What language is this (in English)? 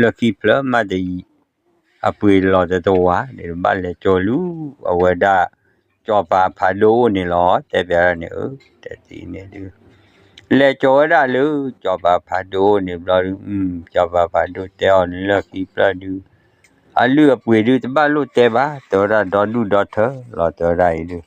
S'gaw Karen